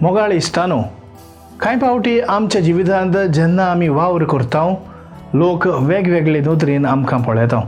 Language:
Konkani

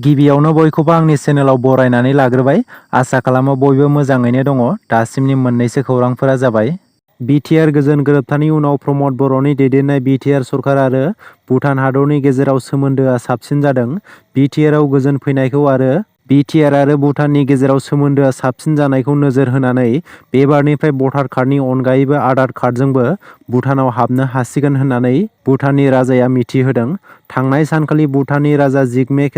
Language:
Bodo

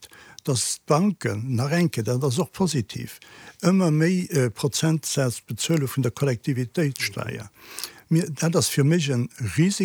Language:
Luxembourgish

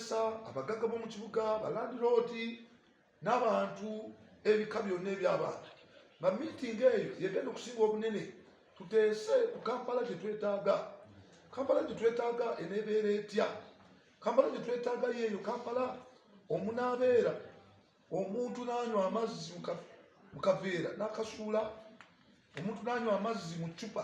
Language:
Ganda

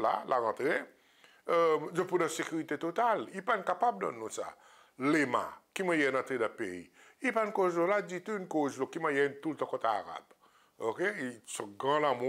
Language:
Seselwa Creole French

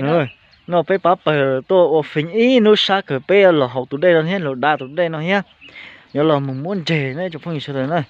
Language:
Hmong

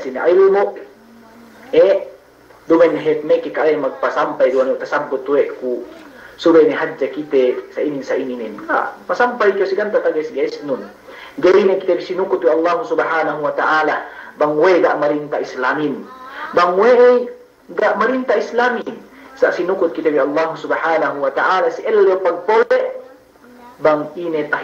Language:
Yakan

